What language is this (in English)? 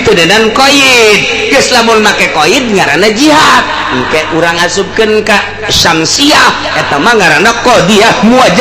Sundanese